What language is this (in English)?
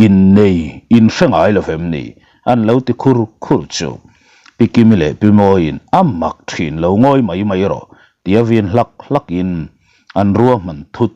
Mizo